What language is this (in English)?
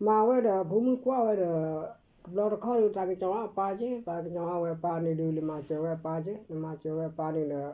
S'gaw Karen